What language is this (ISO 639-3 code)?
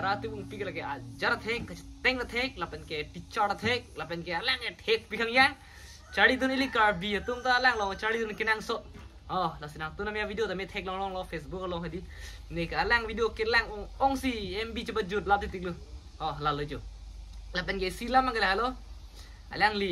mjw